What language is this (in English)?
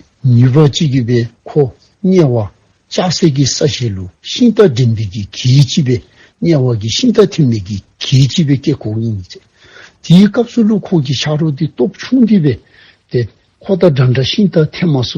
Dzongkha